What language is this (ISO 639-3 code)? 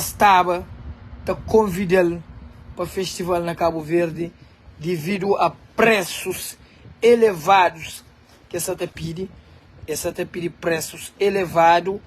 kea